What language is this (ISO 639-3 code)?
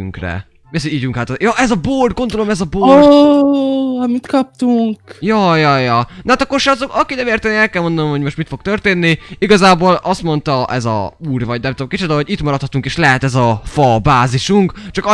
hun